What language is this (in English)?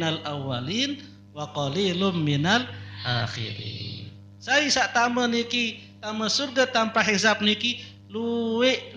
Sasak